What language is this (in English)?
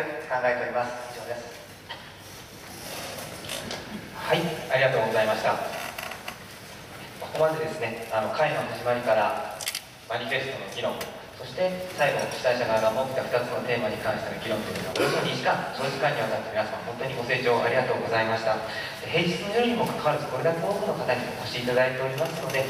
Japanese